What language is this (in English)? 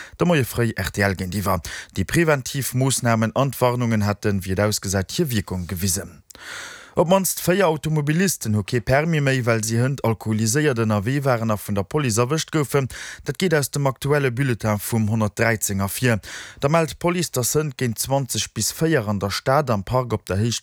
Luxembourgish